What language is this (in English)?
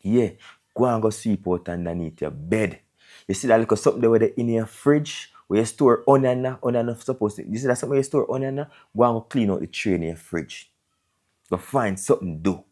Jamaican Creole English